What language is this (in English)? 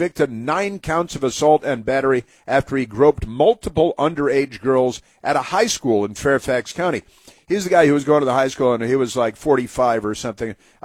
English